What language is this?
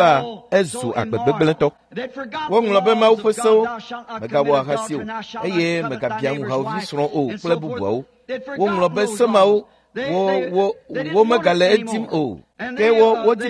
Ewe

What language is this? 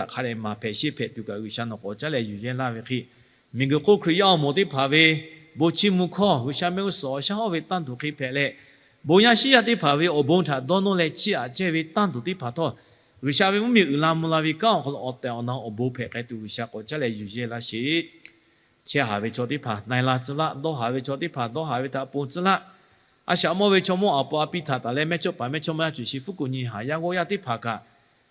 Lahu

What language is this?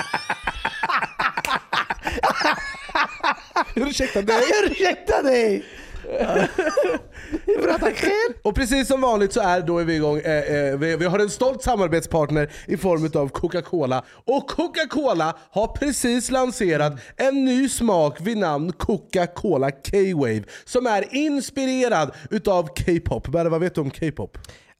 Swedish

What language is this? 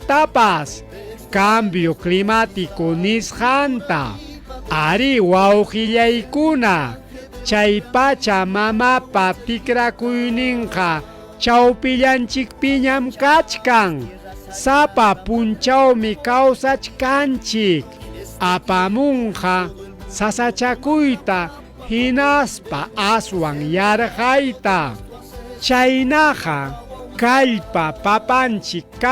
Ayacucho Quechua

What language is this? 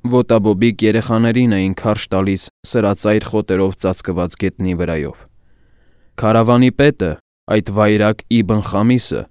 Armenian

